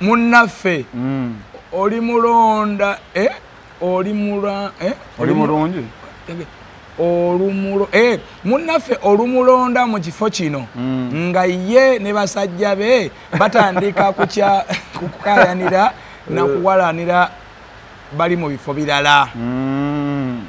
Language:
Ganda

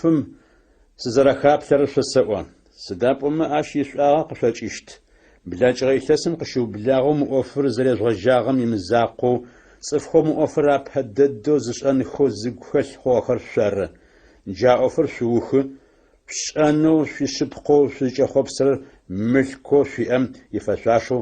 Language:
Adyghe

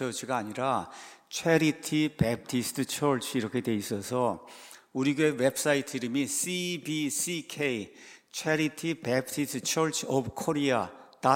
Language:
Korean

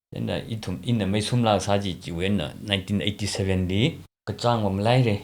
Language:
Tangkhul Naga (India)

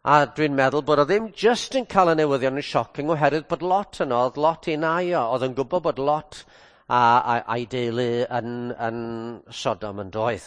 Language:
Welsh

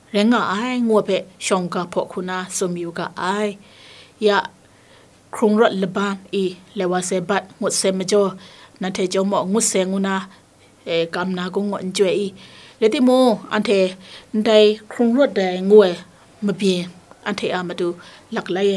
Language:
Kachin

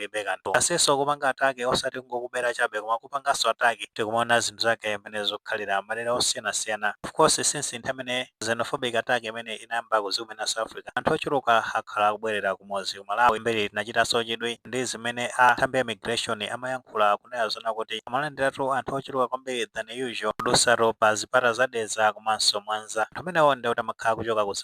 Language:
Nyanja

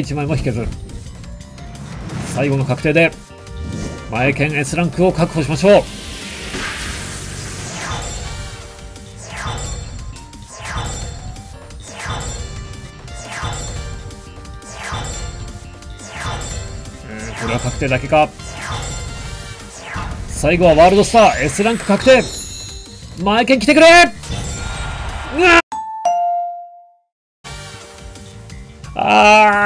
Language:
Japanese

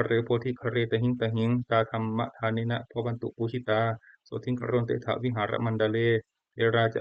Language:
Pali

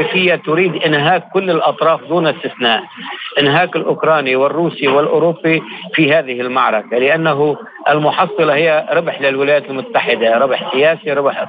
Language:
Arabic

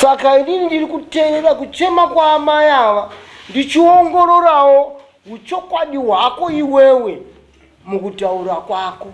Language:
Shona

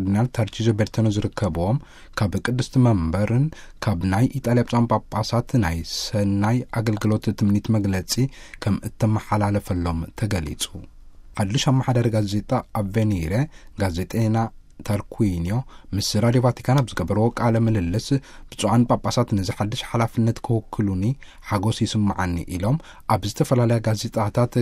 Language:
Tigrinya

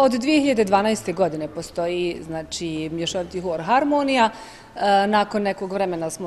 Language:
Bosnian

